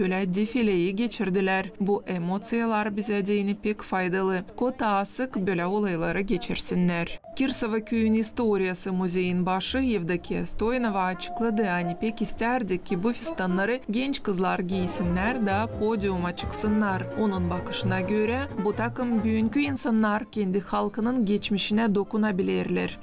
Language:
Gagauz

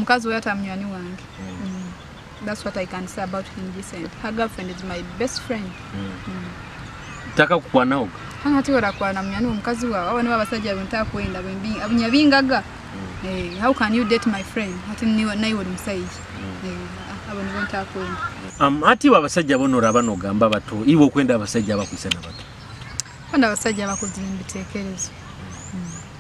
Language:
Nyoro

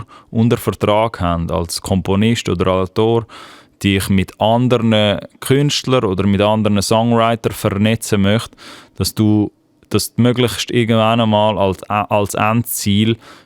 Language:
Swiss German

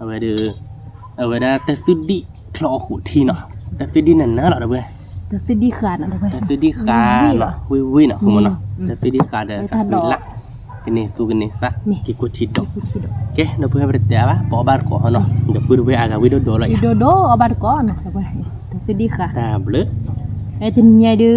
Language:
S'gaw Karen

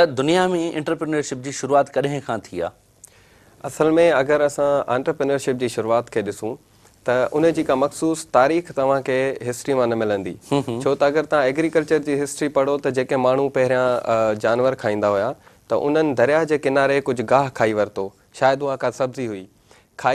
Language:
Sindhi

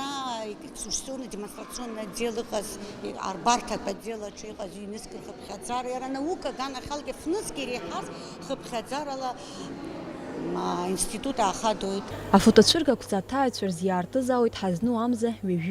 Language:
Abkhazian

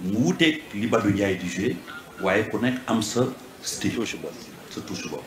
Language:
Wolof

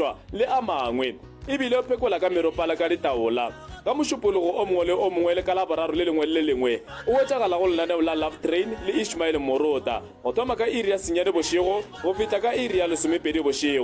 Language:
Northern Sotho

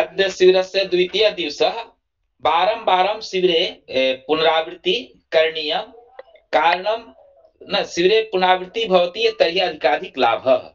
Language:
Sanskrit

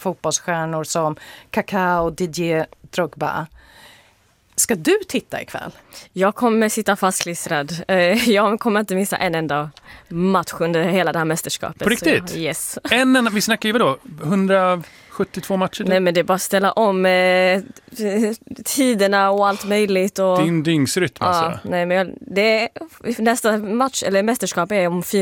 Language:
Swedish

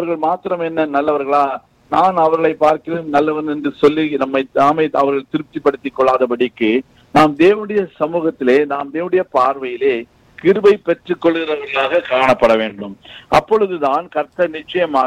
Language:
Tamil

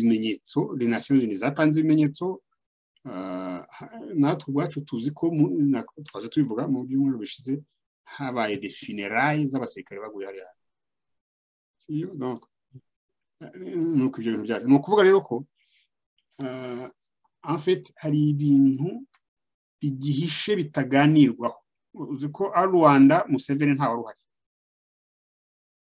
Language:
Kinyarwanda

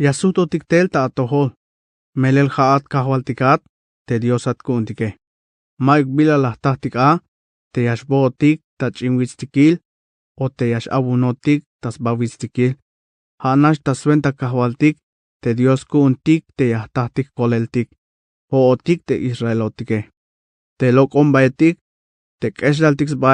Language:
Tzeltal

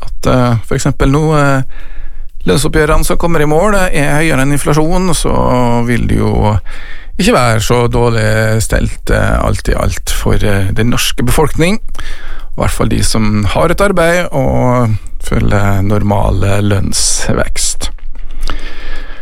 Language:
Norwegian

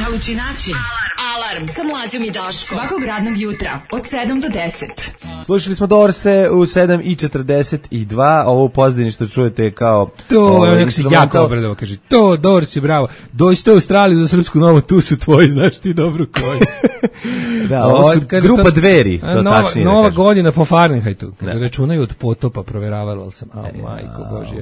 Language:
Serbian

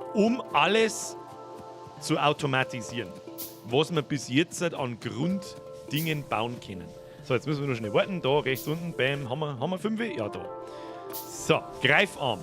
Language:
Bavarian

